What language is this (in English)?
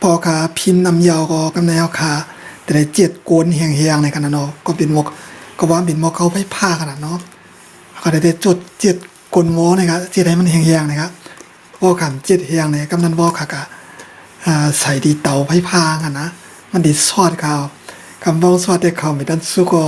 Shan